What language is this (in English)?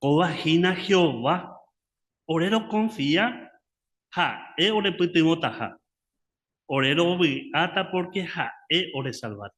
Guarani